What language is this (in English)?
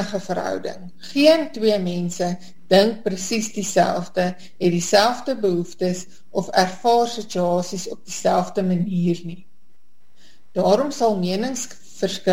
Afrikaans